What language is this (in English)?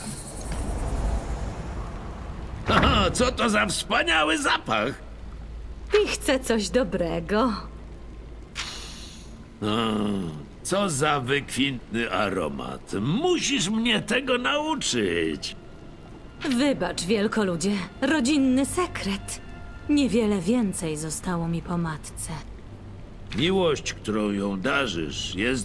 Polish